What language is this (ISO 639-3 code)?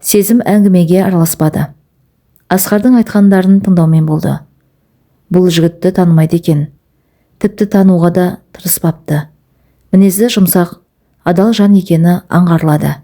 kaz